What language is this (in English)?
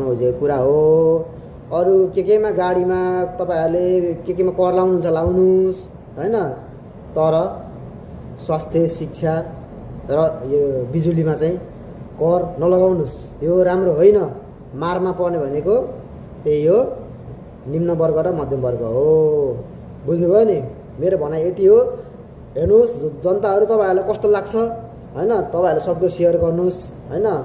Nepali